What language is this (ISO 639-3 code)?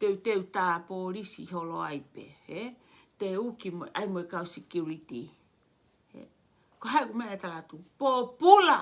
ton